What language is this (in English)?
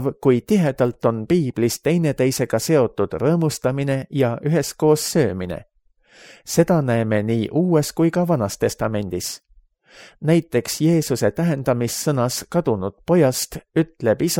Estonian